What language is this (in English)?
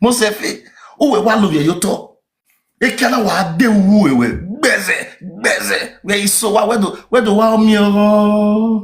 Nigerian Pidgin